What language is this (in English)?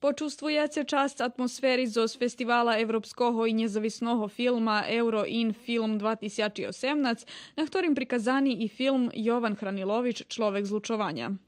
Rusyn